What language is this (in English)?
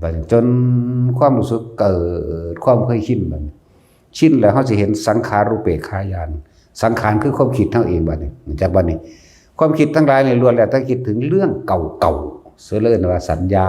Northeastern Thai